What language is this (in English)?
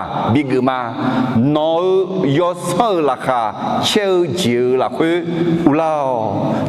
Akha